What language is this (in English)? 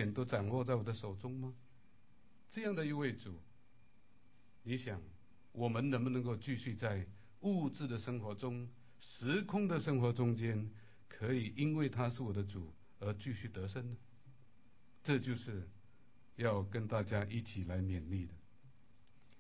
Chinese